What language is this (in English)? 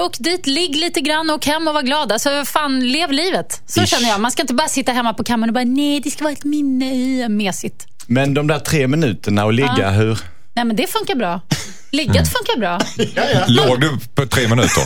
Swedish